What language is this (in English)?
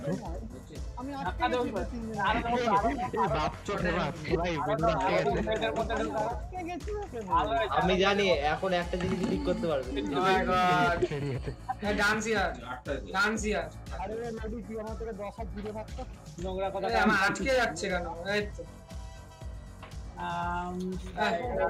Bangla